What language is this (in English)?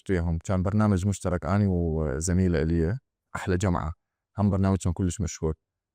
Mesopotamian Arabic